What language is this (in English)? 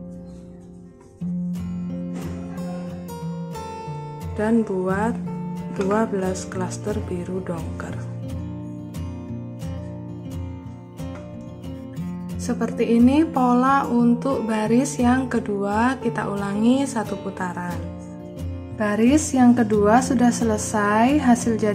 Indonesian